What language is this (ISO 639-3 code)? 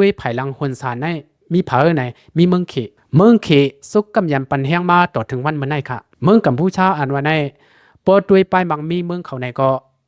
shn